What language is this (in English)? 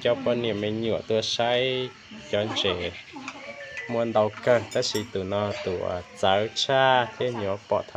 Hmong